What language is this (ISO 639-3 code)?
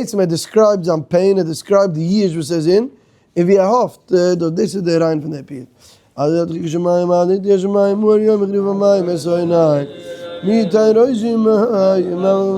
yid